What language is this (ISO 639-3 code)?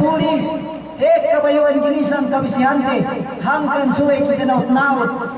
yka